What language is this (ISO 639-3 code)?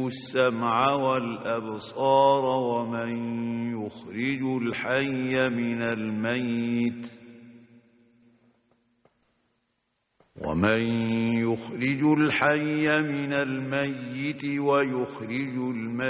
ara